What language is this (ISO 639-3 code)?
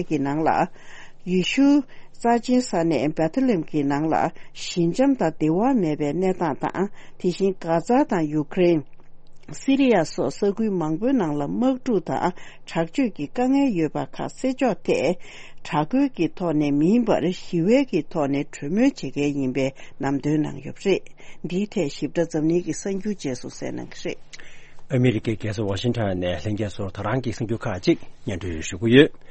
bod